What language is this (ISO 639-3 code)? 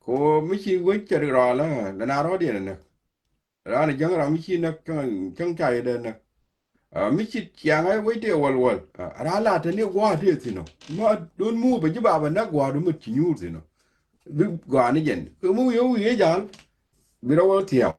nus